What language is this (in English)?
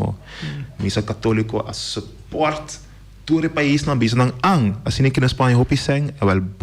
Papiamento